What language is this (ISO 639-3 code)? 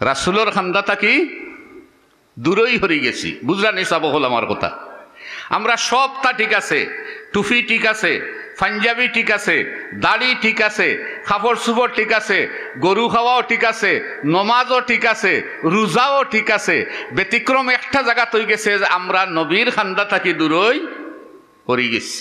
syl